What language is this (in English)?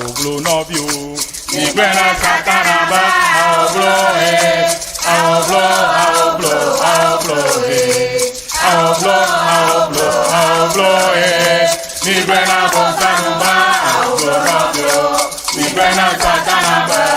Ewe